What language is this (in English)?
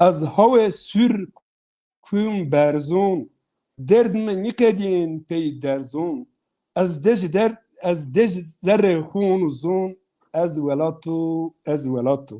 Zaza